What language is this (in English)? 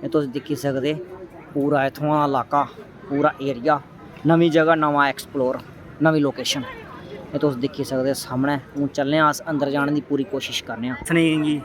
Dogri